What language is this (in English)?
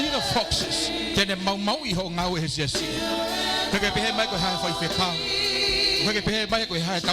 Tongan